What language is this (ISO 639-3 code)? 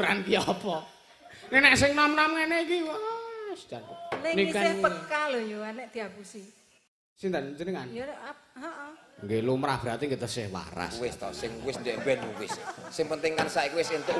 jav